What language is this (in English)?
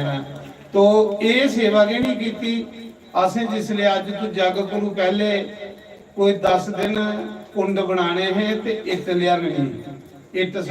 Dogri